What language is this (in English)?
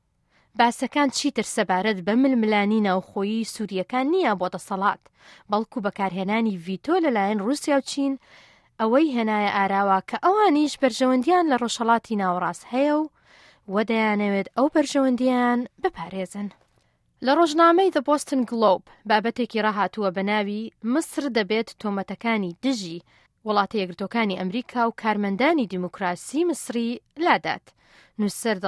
Central Kurdish